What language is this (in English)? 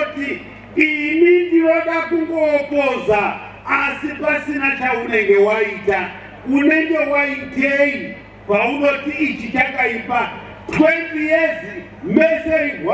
Shona